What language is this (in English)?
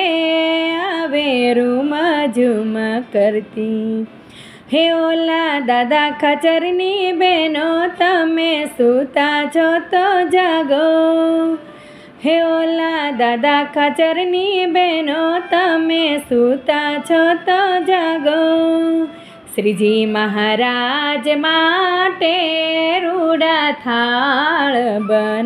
Gujarati